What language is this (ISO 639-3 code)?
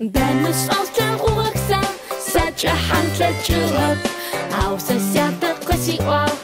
ady